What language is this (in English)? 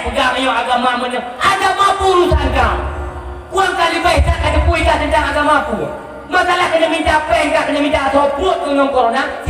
Achinese